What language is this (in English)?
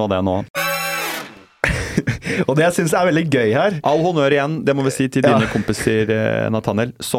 Norwegian